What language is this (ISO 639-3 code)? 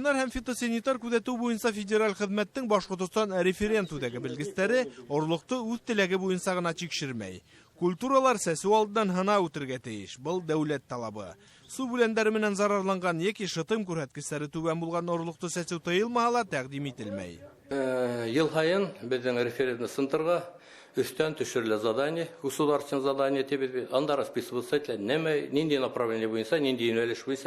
bak